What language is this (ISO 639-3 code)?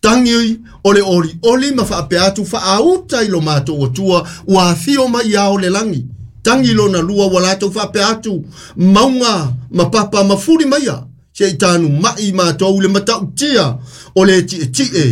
smo